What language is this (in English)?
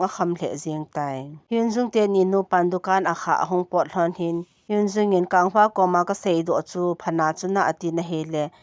Thado Chin